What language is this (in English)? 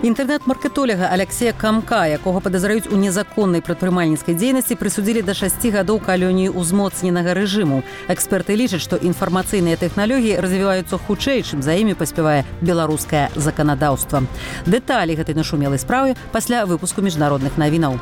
Belarusian